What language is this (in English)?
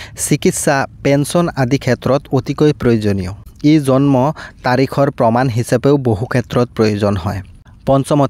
Assamese